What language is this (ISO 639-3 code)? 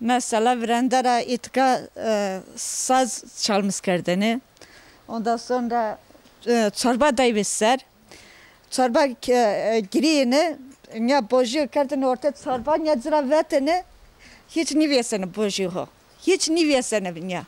zza